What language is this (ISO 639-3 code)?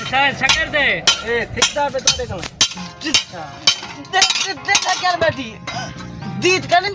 skr